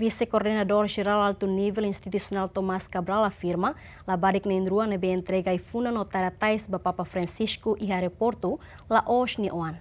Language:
Tetum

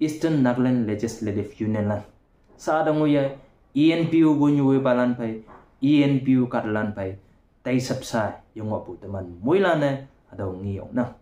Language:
Konyak Naga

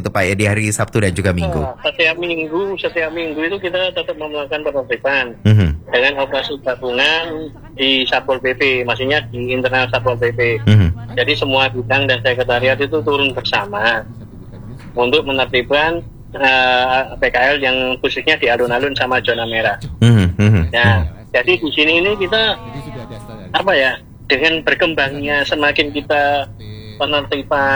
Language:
Indonesian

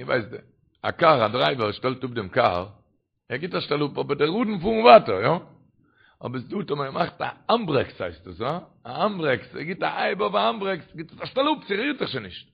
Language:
Yiddish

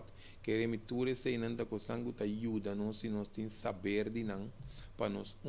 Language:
Papiamento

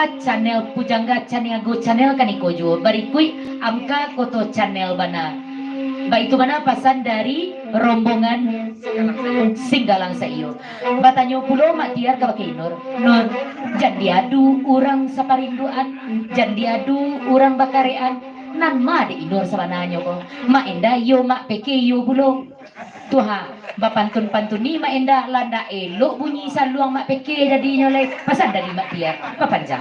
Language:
Minangkabau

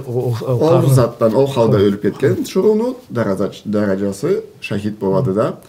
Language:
Karachay-Balkar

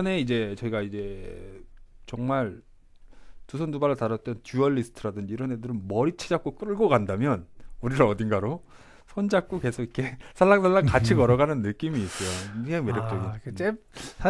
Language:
Korean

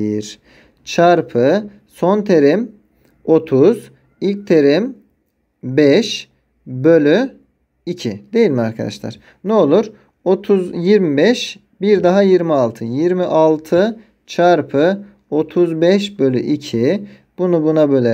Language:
Turkish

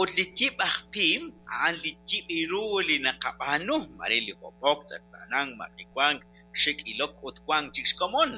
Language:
Kekchí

